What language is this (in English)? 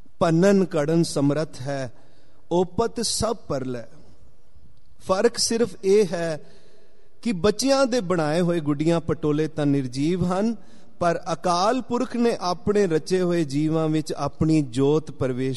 Punjabi